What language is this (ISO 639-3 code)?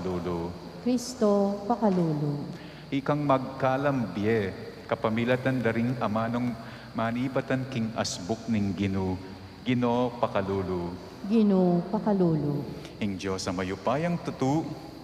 pam